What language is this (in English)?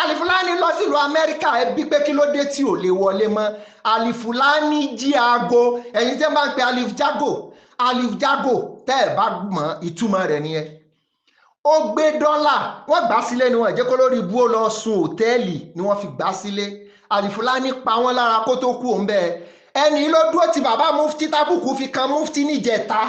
Yoruba